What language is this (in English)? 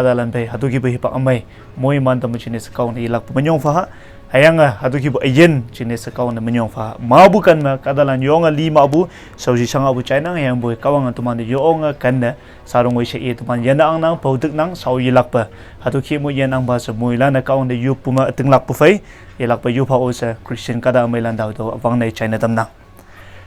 Konyak Naga